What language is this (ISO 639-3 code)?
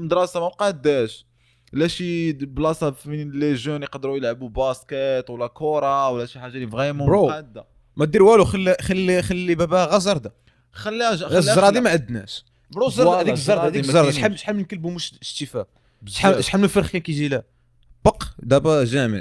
ary